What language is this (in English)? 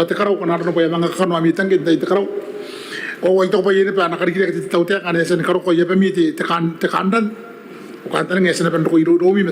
Gilbertese